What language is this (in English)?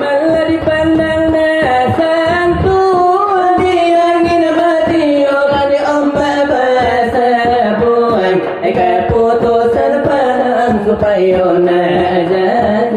Minangkabau